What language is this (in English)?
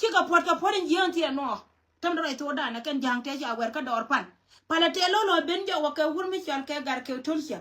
Nuer